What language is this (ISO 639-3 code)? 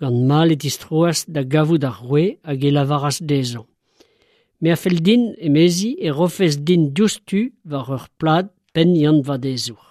bre